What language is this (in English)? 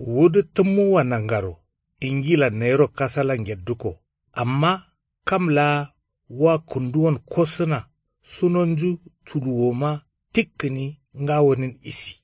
Kanuri